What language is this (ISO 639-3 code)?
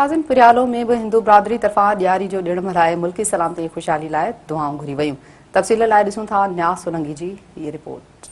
snd